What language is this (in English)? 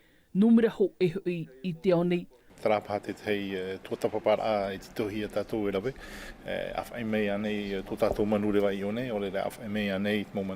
Tahitian